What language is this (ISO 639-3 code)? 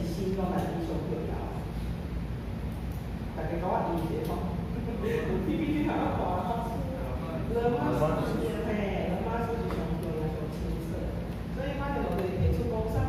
nan